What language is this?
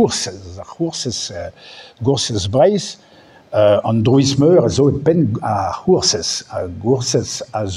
Breton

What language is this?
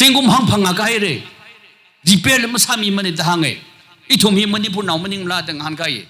Tangkhul Naga (India)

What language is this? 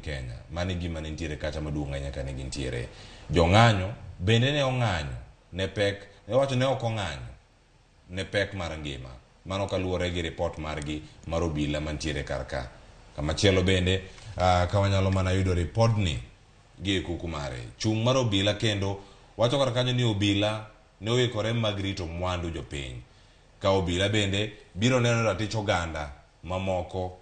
Luo (Kenya and Tanzania)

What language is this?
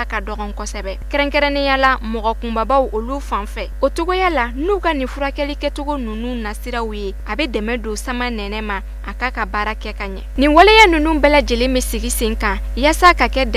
Bambara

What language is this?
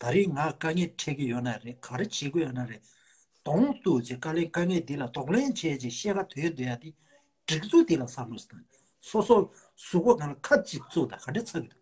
Tibetan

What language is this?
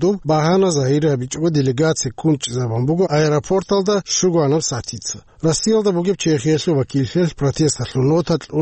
Avaric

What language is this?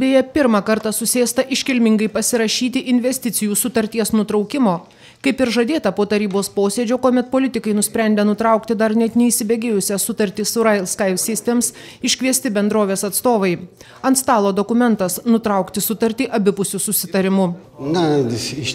Lithuanian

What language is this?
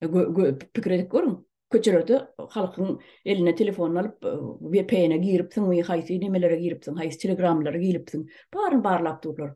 Turkmen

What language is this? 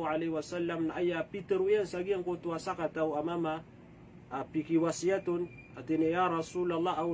Maranao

